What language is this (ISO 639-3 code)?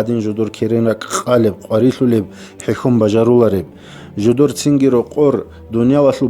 ava